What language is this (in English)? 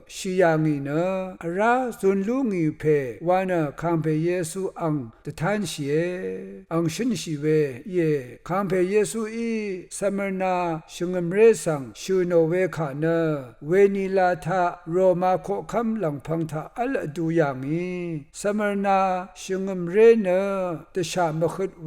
Rawang